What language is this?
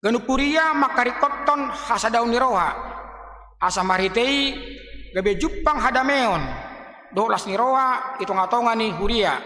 Batak Toba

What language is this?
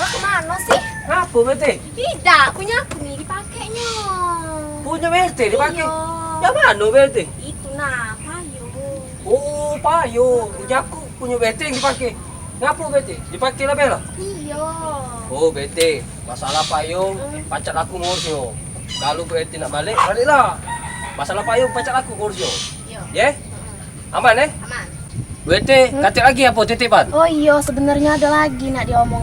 Musi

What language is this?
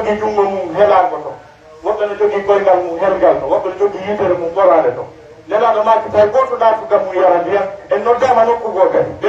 Pular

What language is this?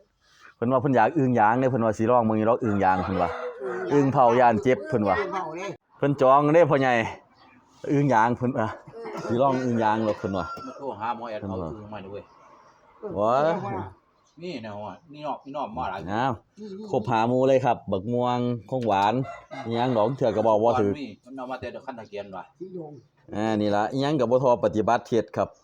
Northeastern Thai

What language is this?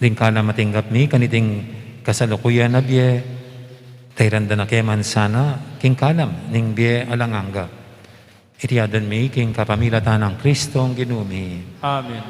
Pampanga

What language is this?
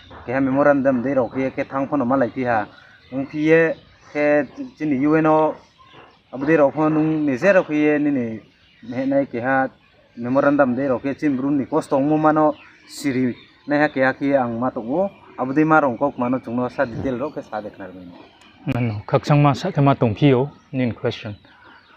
Riang (India)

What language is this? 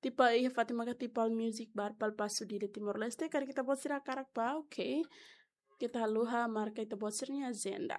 Tetum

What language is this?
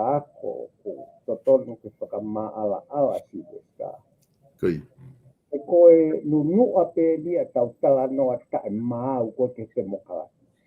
Tongan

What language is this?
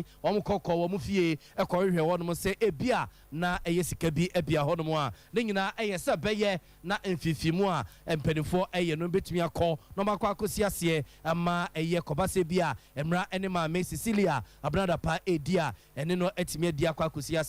Akan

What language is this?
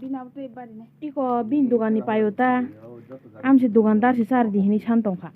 Kok Borok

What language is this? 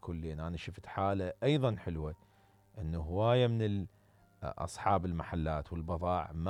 Mesopotamian Arabic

